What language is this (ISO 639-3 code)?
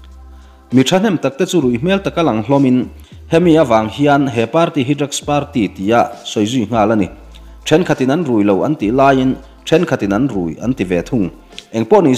lus